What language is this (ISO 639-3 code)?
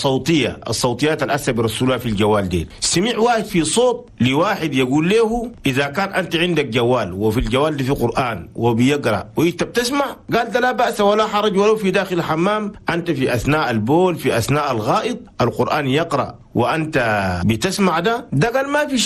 shu